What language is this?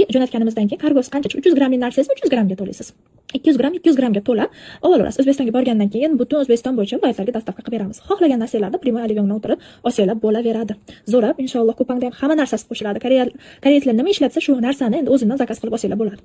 Uzbek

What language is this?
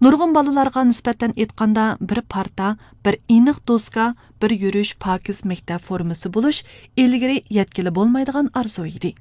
Uyghur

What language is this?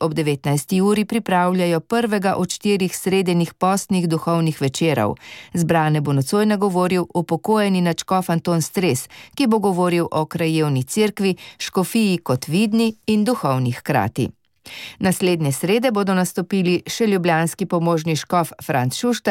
Slovenian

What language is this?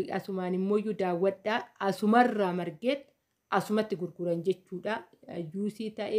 Oromo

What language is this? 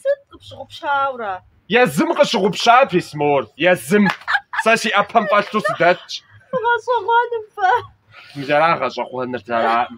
Kabardian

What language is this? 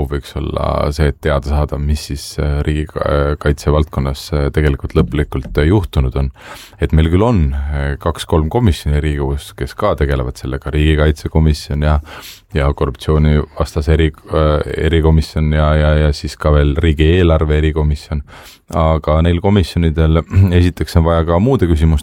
Estonian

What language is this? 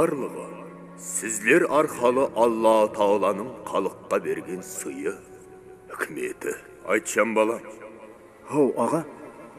Kara-Kalpak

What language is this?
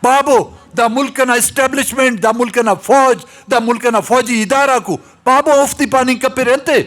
Brahui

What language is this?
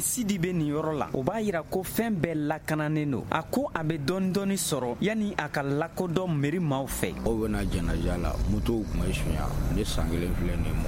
Bambara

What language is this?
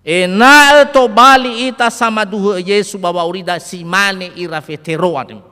Nias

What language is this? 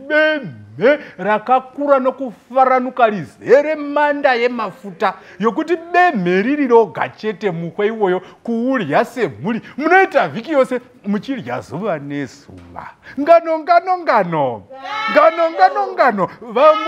Shona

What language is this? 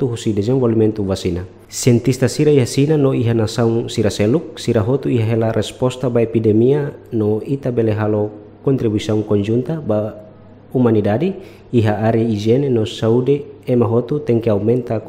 Tetum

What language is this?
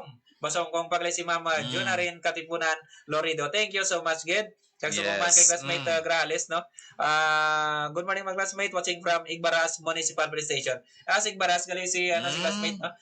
Hiligaynon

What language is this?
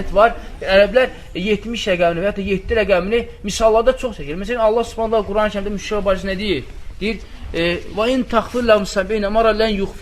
Azerbaijani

